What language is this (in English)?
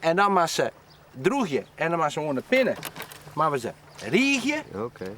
Western Frisian